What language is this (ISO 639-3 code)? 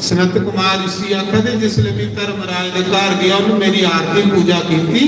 doi